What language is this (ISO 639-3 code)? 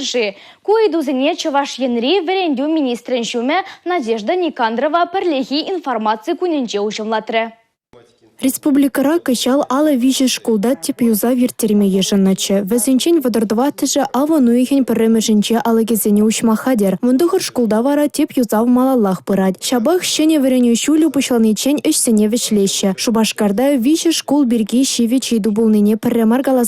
chv